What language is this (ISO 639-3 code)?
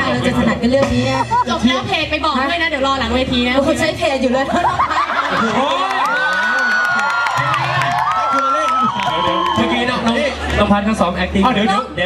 tha